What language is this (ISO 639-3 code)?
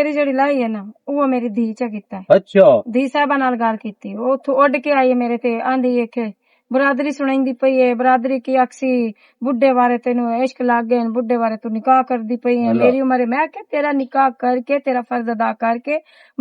lah